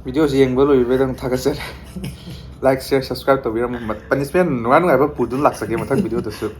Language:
Manipuri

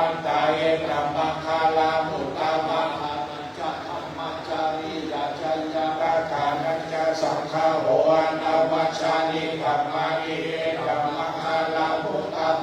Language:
Pali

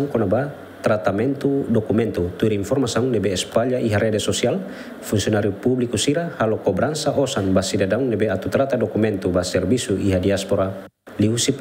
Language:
Tetum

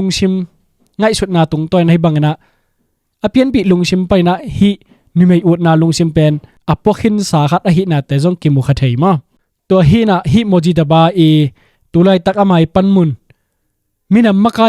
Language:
Tedim Chin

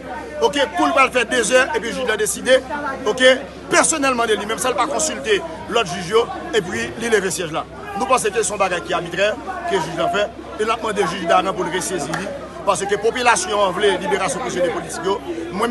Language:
Haitian Creole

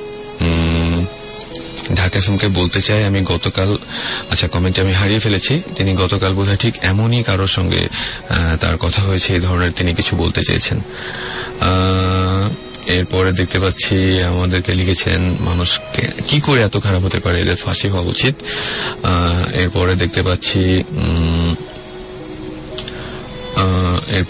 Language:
Bangla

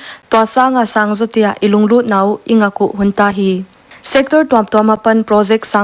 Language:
Paite Chin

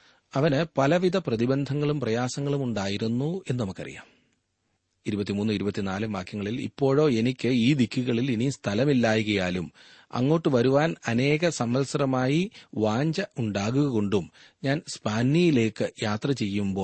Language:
Malayalam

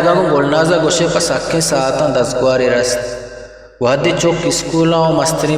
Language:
Eastern Balochi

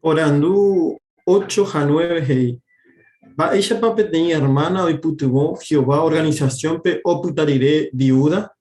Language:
Guarani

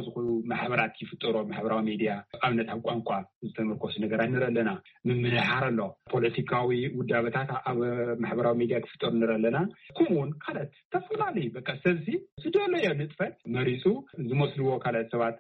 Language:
Tigrinya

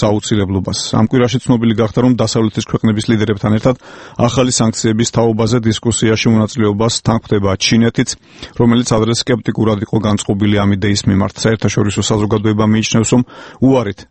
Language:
Georgian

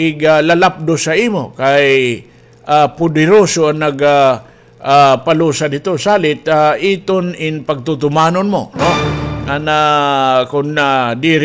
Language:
Waray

